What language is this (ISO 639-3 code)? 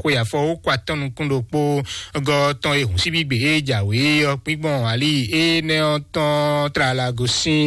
fon